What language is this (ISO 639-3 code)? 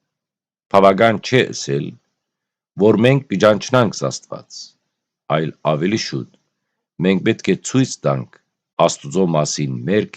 hyw